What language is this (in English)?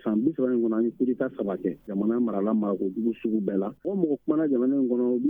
Bambara